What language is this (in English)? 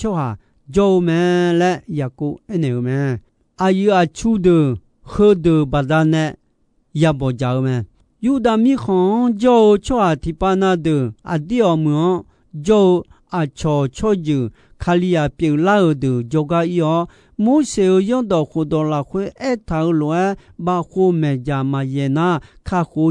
Akha